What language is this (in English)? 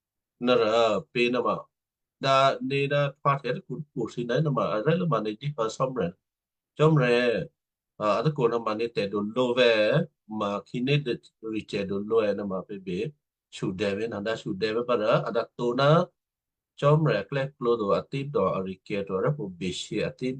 Western Kayah